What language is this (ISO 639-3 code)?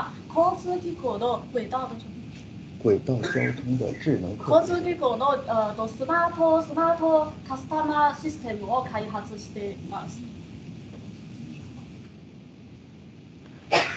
jpn